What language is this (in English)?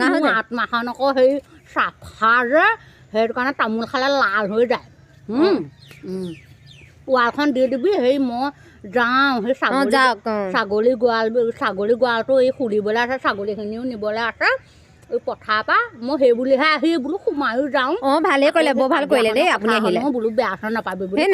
Assamese